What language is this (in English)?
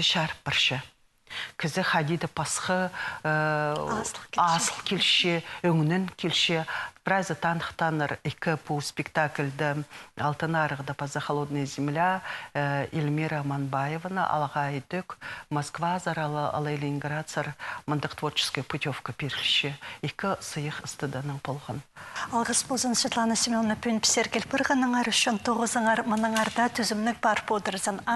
Khakas